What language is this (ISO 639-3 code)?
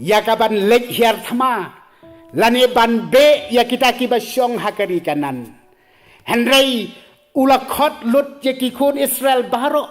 kha